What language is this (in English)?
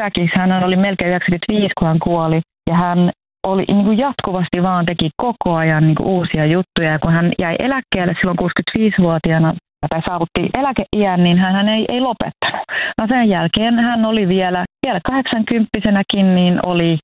Finnish